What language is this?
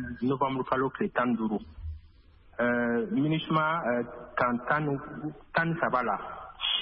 Bambara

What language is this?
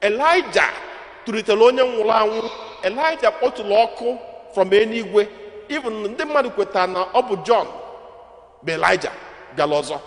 Igbo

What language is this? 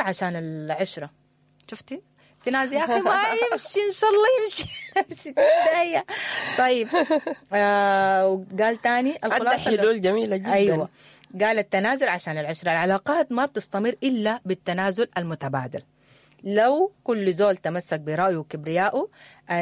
Sudanese Arabic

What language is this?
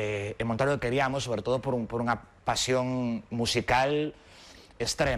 Galician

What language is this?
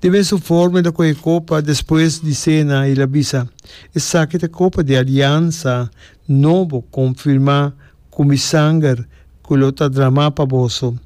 Papiamento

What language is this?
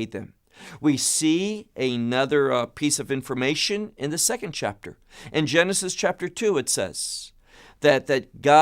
English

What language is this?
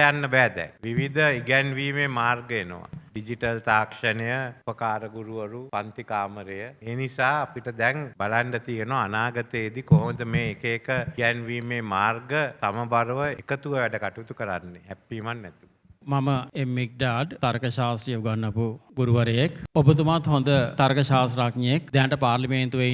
Sinhala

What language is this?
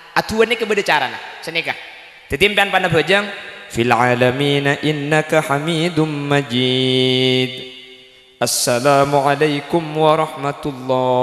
Madurese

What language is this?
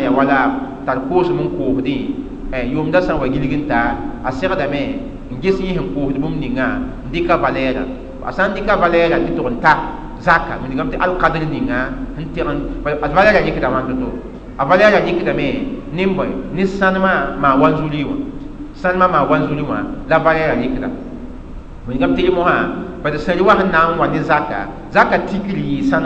Mossi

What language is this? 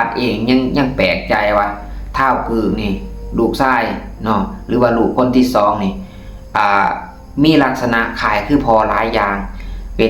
Lao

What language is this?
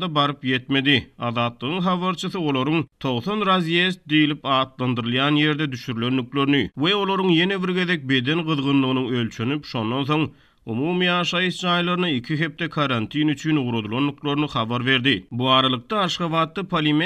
Turkmen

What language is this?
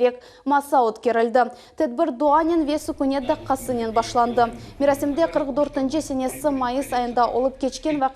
Crimean Tatar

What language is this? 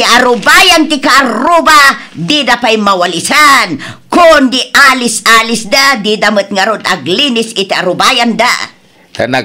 Iloko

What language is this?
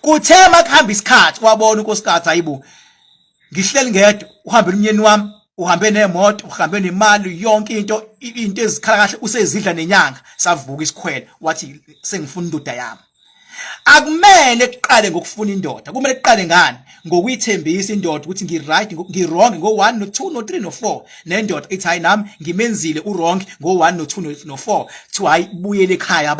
Zulu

